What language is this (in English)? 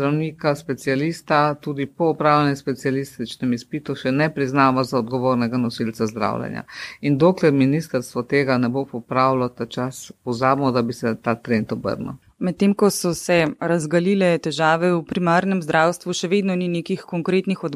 Slovenian